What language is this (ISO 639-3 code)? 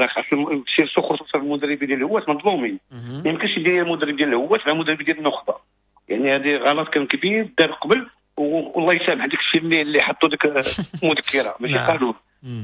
ary